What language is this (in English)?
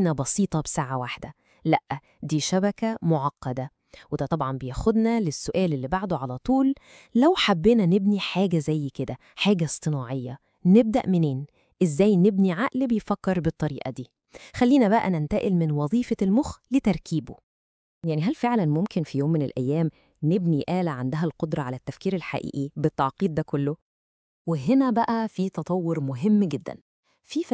Egyptian Arabic